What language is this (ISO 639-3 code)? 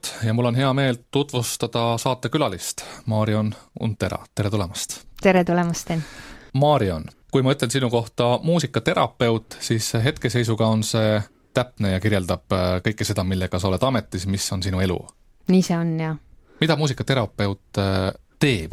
est